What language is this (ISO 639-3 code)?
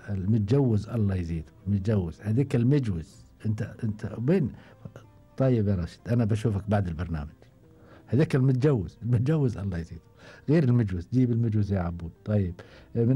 afb